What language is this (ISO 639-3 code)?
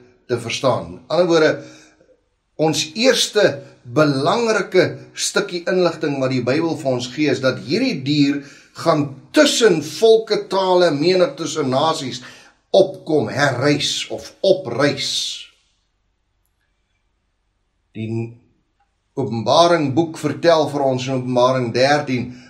afr